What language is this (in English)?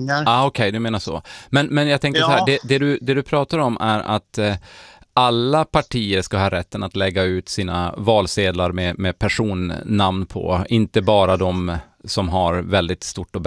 Swedish